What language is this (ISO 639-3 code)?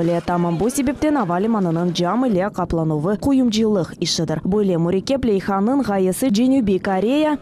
crh